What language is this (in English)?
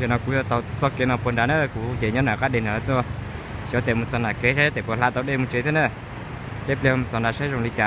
Hmong